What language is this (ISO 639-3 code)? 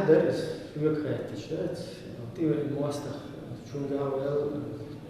che